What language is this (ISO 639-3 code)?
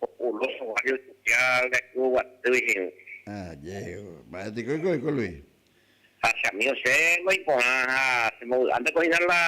grn